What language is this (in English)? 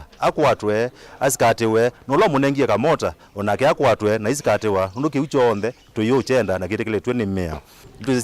Kamba